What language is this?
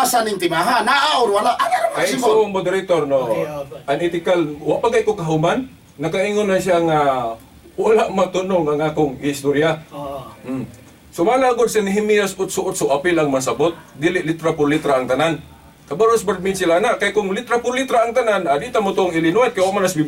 Cebuano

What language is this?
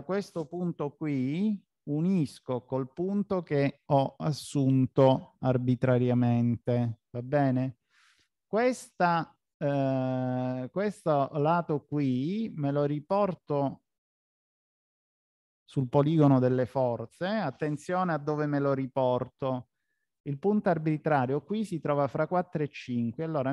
Italian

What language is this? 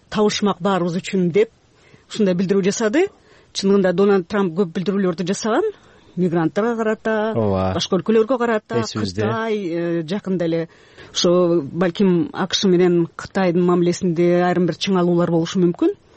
Kyrgyz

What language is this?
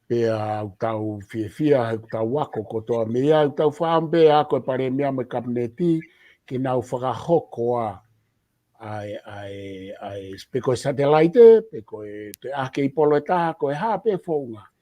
Tongan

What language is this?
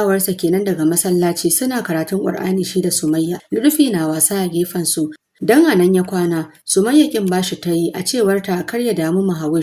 Hausa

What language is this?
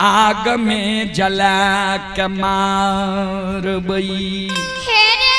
Maithili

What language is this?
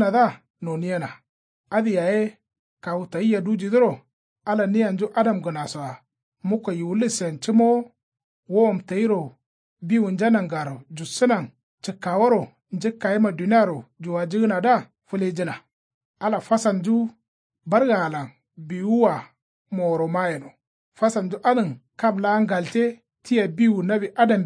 Kanuri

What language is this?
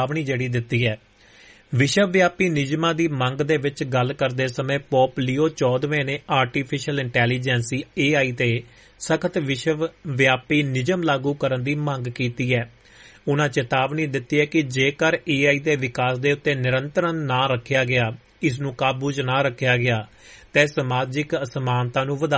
Punjabi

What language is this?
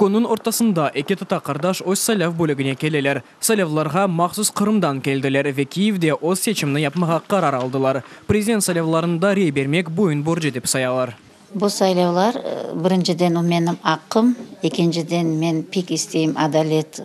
Crimean Tatar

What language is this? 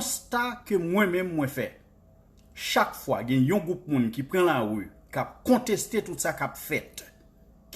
Haitian Creole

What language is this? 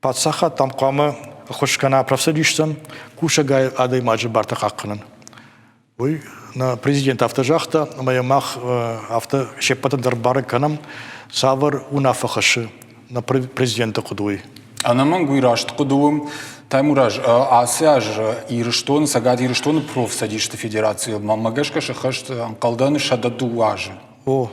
Ossetic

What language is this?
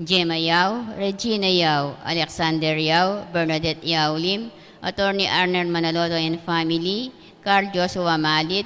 Pampanga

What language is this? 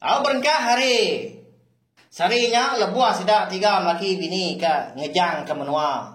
Iban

